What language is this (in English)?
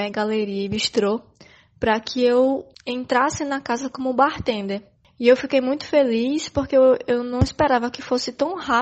Portuguese